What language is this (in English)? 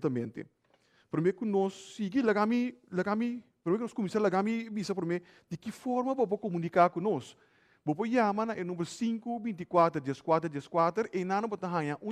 Papiamento